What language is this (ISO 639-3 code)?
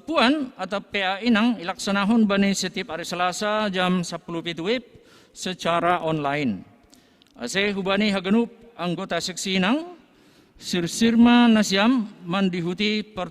bts